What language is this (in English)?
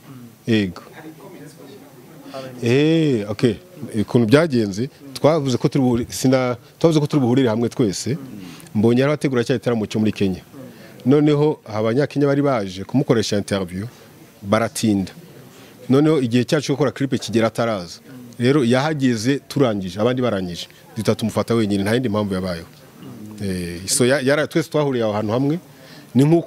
Kinyarwanda